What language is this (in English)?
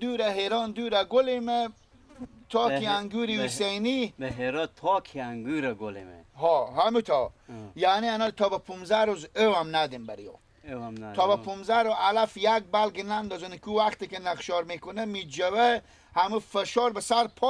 Persian